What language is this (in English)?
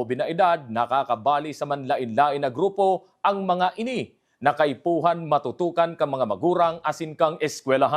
Bikol